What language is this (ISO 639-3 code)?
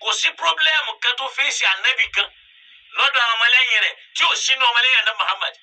yor